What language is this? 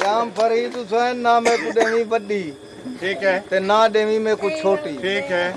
Saraiki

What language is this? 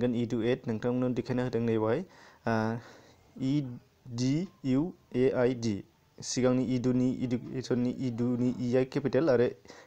Bodo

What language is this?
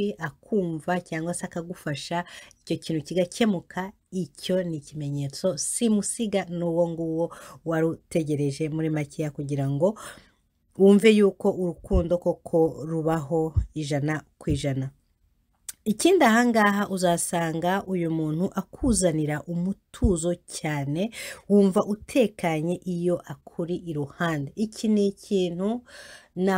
Kinyarwanda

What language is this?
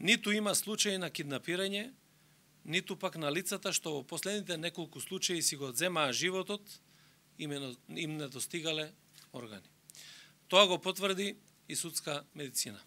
Macedonian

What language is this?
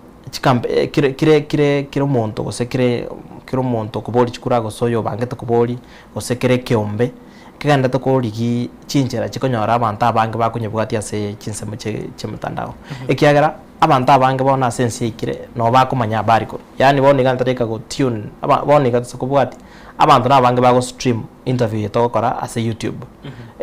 Gusii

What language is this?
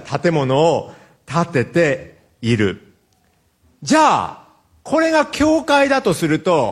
Japanese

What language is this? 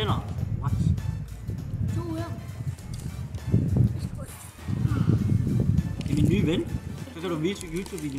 Danish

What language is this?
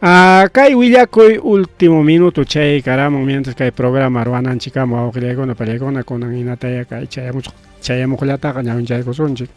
Ayacucho Quechua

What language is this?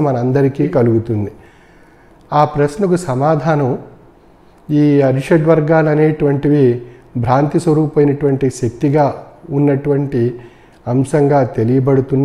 Telugu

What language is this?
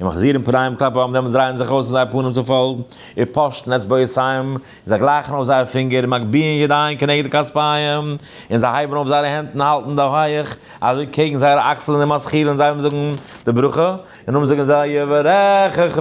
Yiddish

